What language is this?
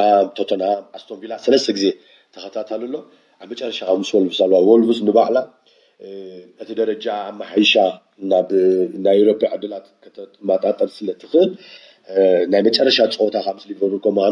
Tigrinya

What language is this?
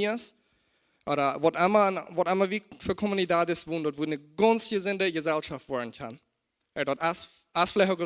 Plautdietsch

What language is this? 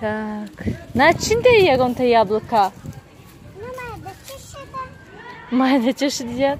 Tajik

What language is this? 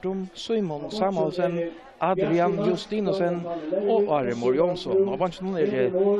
Faroese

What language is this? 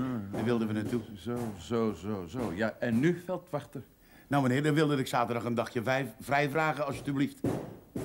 Dutch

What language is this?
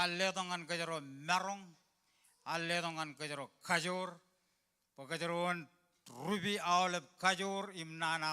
Marshallese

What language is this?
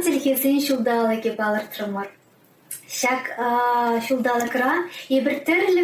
Chuvash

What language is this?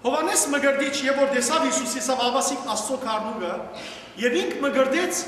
Western Armenian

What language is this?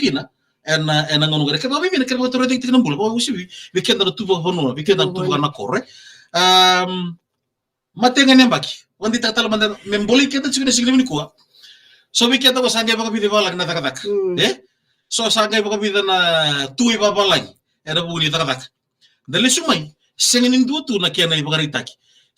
Fijian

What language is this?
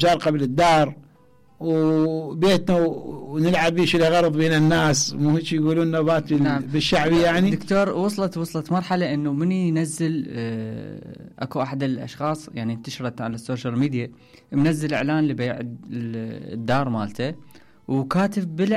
Mesopotamian Arabic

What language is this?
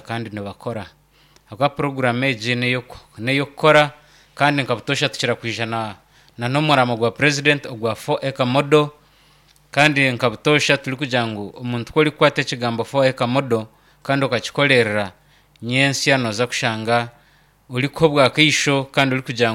Nyankole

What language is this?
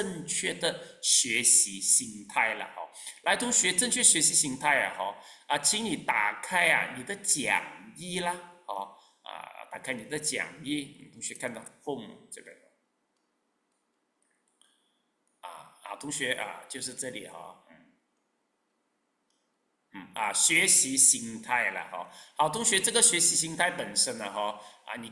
Chinese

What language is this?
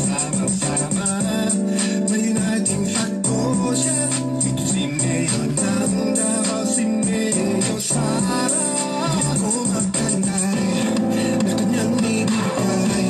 Filipino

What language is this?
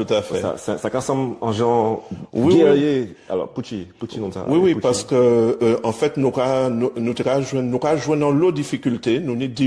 Guadeloupean Creole French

